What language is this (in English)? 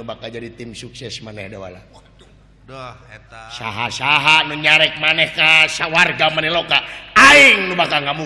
Sundanese